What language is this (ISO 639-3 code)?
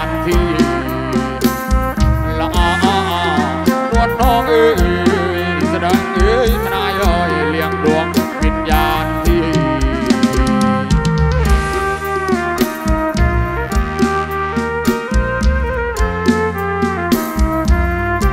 tha